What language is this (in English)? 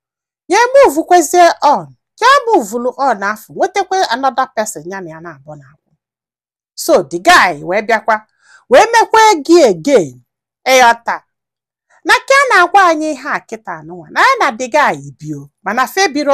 Igbo